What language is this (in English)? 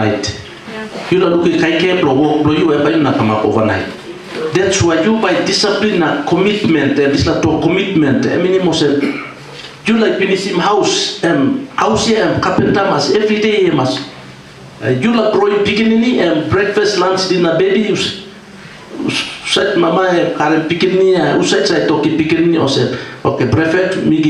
Tok Pisin